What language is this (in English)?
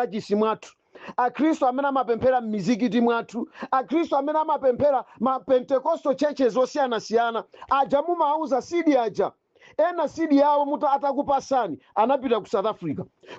Nyanja